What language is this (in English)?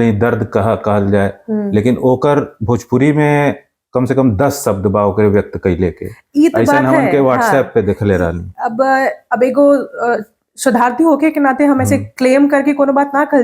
Bhojpuri